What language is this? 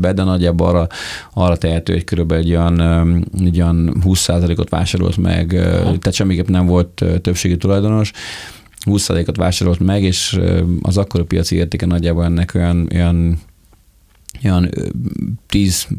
Hungarian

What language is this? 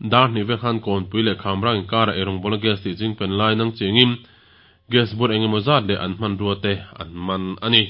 Mizo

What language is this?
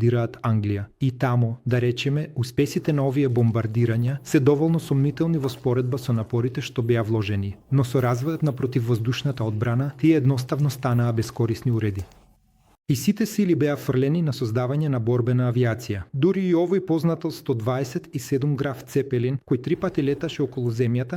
Macedonian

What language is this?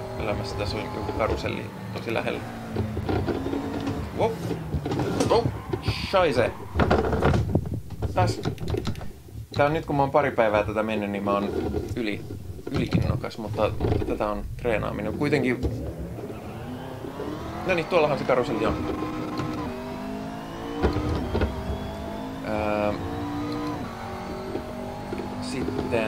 Finnish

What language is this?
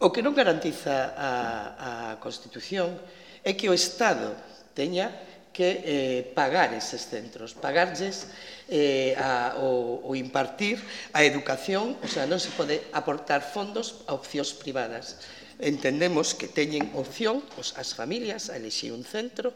Galician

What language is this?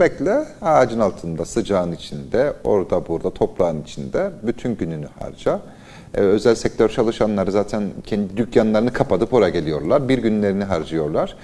Turkish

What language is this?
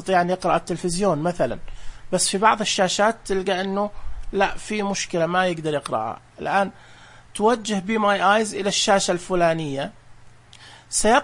Najdi Arabic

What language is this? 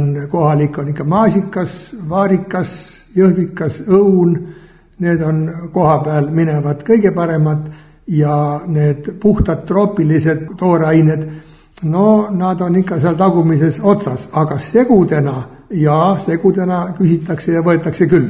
Estonian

